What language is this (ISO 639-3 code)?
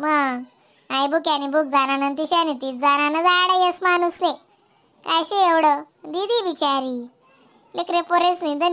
khn